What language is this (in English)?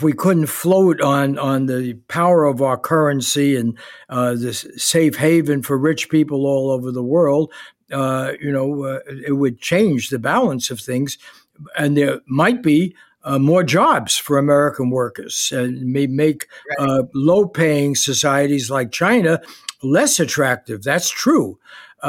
English